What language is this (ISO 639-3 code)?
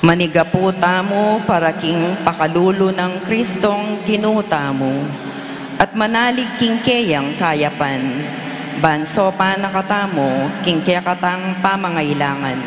pam